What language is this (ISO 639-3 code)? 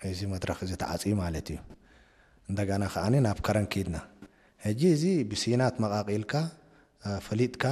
tir